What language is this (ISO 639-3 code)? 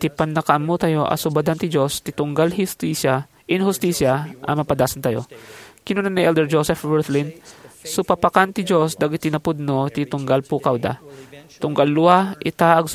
ilo